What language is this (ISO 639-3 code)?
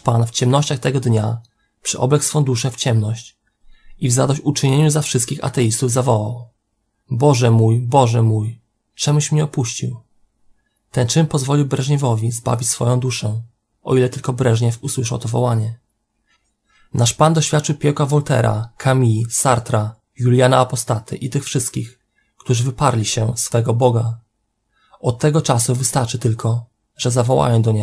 pol